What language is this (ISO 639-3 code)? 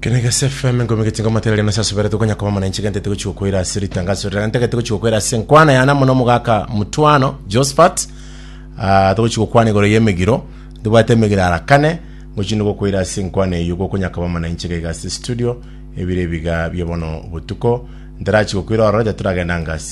guz